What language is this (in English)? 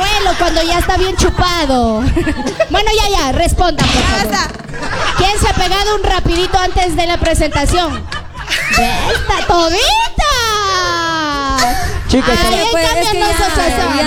Spanish